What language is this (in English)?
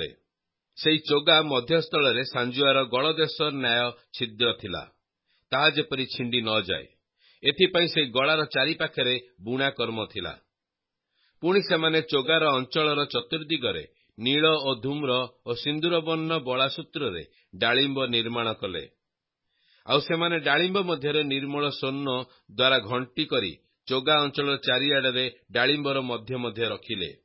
Odia